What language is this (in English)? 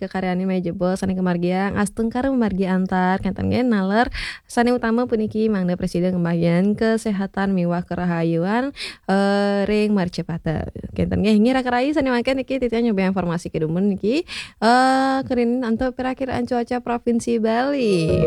Balinese